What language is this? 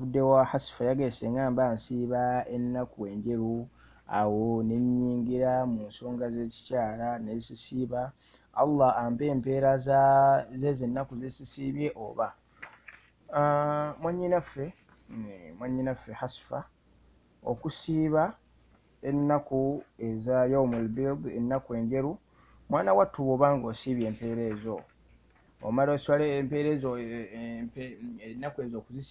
Ganda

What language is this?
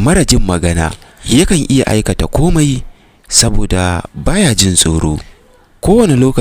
Hausa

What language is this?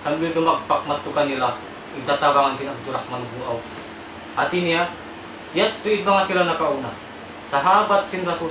Tausug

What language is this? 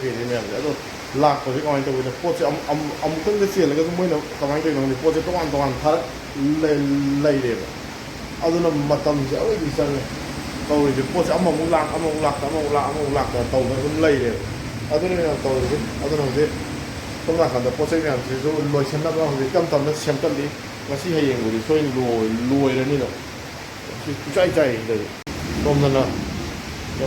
Manipuri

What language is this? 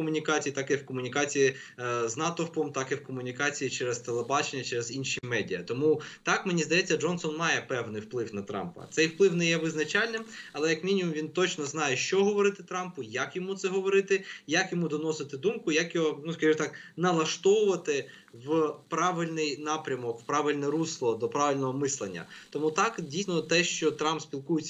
Ukrainian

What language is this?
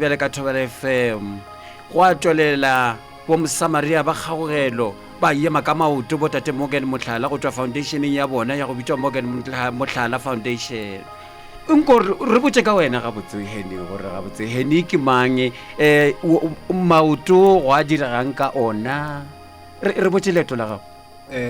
Northern Sotho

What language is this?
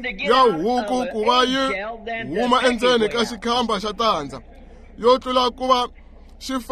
Tsonga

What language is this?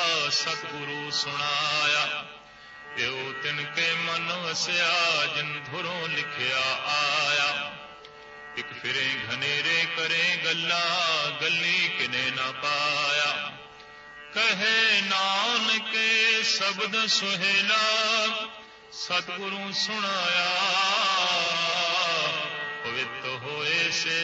Punjabi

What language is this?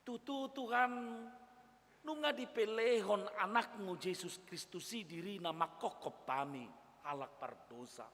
Batak Toba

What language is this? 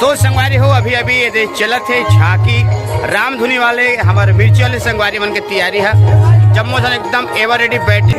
Chhattisgarhi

